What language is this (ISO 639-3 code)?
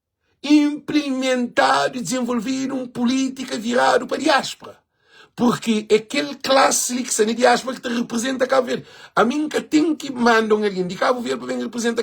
kea